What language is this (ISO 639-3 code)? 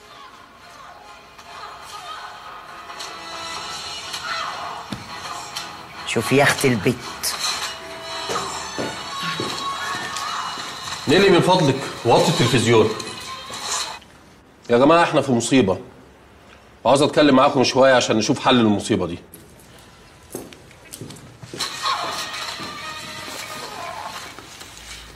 arz